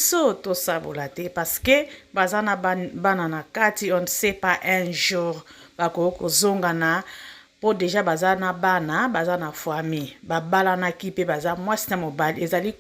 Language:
Lingala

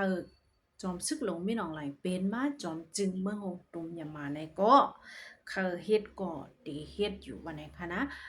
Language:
Shan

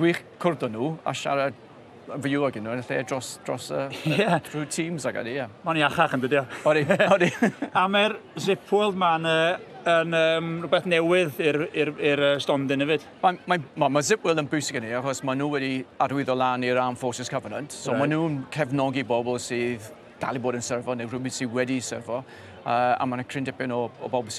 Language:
Welsh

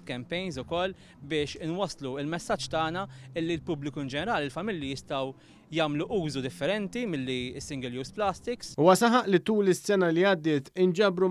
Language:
Maltese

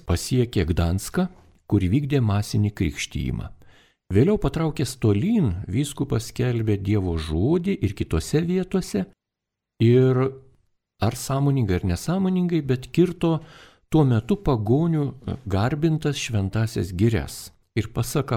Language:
Lithuanian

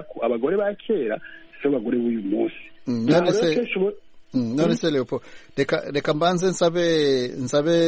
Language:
Kinyarwanda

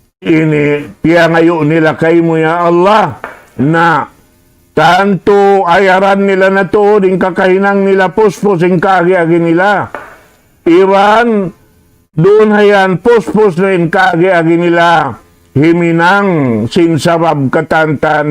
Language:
Tausug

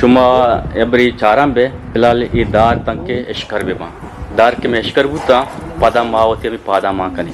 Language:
Eastern Balochi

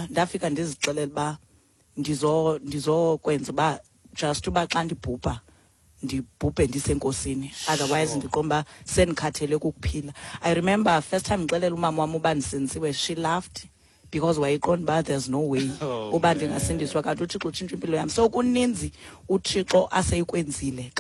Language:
Xhosa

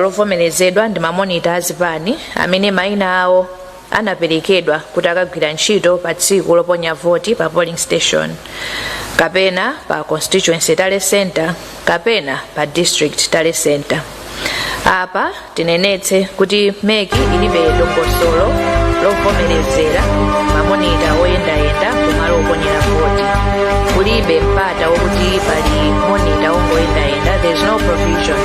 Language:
Nyanja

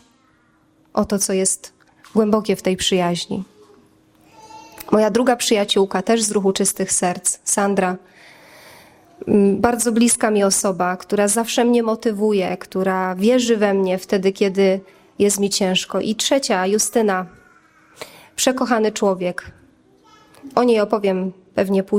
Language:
Polish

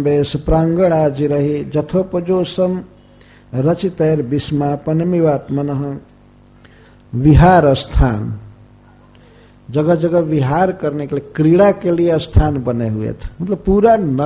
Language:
Hindi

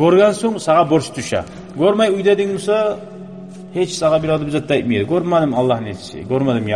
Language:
Kumyk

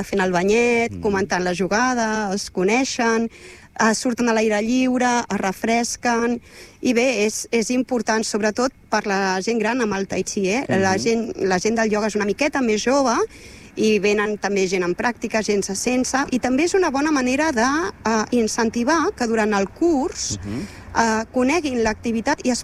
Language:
Catalan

